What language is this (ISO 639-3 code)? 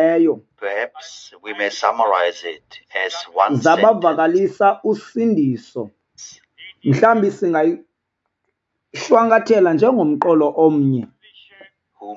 xho